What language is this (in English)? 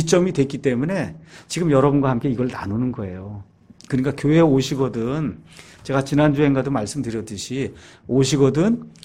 Korean